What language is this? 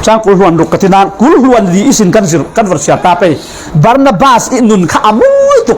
Falam Chin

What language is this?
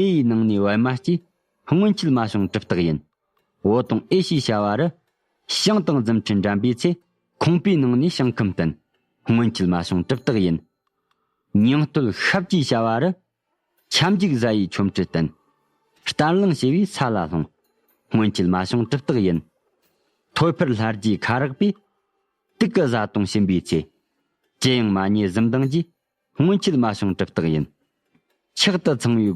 Tibetan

